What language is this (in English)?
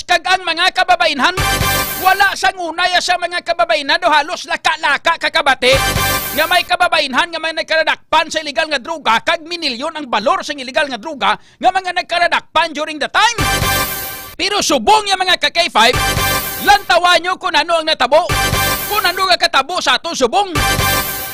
Hiligaynon